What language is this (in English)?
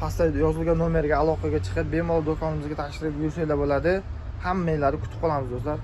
Uzbek